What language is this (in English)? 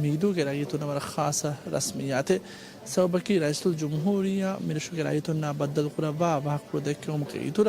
Divehi